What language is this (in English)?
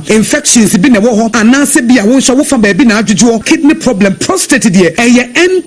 Akan